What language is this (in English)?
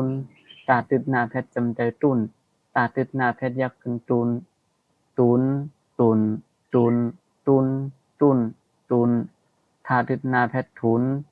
Shan